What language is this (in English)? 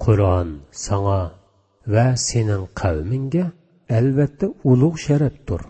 Uyghur